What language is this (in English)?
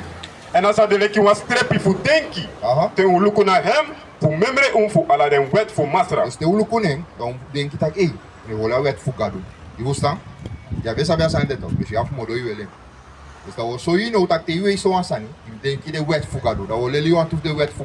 Sranan Tongo